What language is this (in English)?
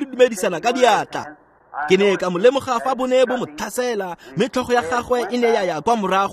Tswana